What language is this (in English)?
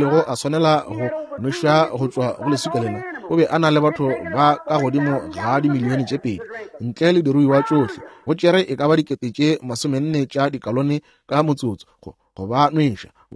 Northern Sotho